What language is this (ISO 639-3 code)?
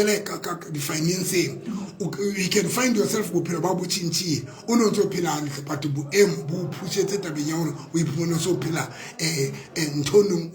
sot